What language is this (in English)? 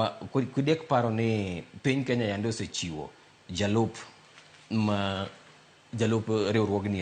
Luo (Kenya and Tanzania)